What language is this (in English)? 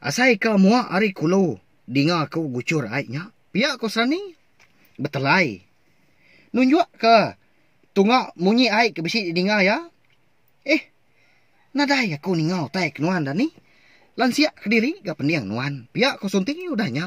Iban